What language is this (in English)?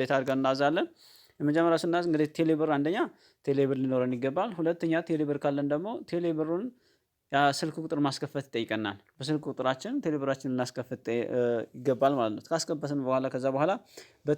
Amharic